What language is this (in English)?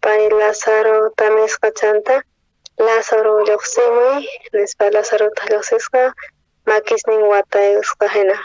South Bolivian Quechua